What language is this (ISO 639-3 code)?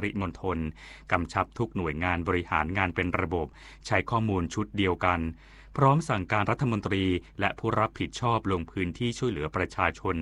tha